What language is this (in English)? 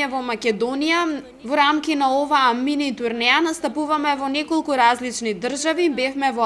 Macedonian